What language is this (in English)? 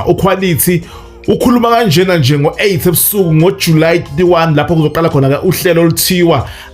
Zulu